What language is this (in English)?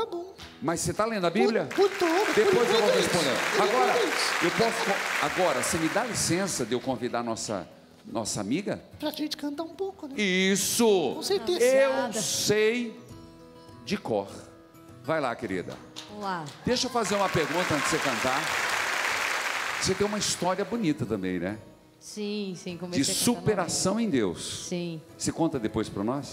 Portuguese